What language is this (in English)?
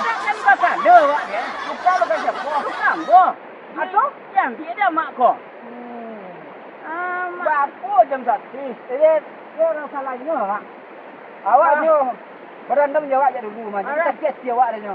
Minangkabau